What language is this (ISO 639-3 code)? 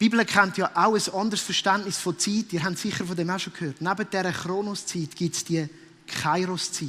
gsw